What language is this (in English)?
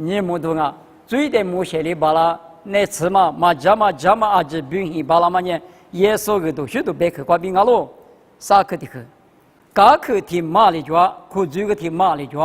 Lisu